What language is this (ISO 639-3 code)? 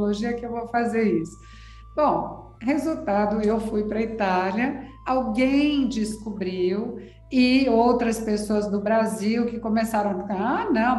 por